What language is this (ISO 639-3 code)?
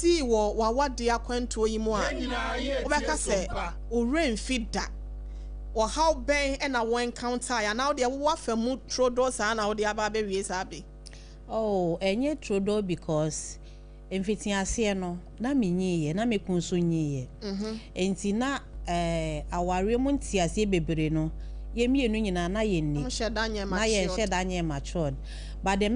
aka